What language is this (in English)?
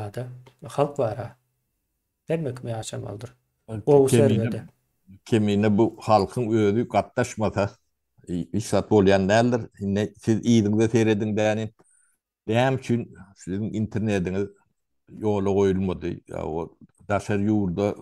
Turkmen